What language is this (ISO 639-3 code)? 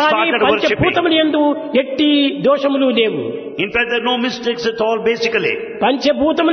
tel